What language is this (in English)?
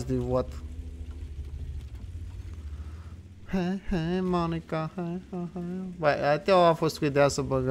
Romanian